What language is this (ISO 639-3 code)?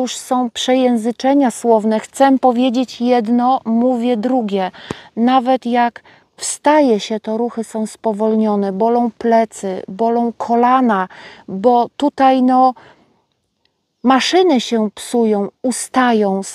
pol